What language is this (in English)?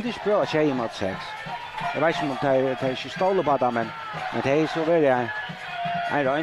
Faroese